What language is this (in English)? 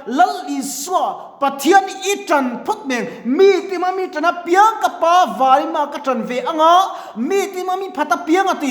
Mizo